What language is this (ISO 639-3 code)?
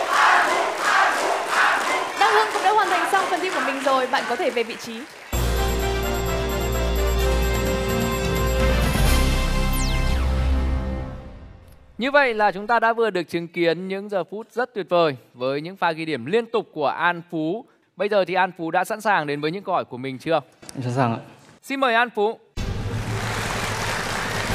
vie